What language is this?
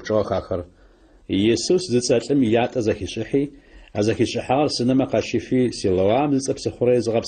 Adyghe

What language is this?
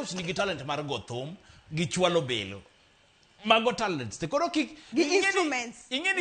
Luo (Kenya and Tanzania)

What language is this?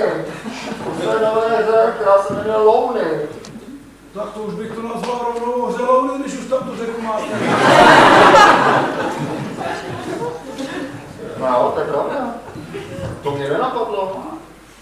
Czech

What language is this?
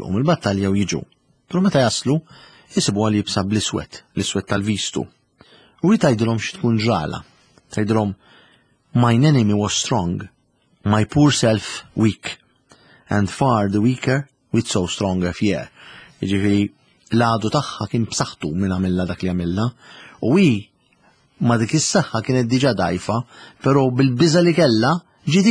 Maltese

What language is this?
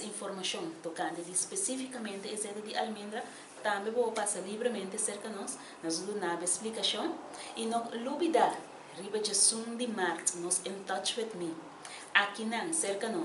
Papiamento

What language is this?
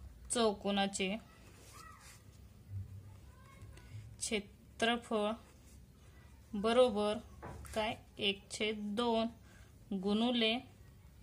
Marathi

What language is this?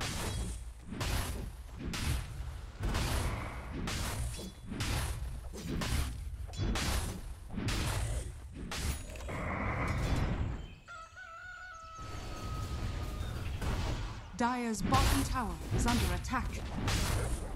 English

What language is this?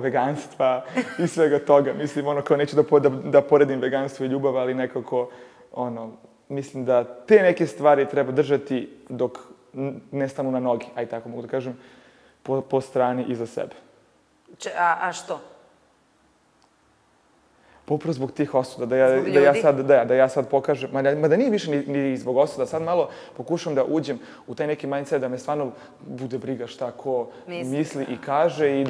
Serbian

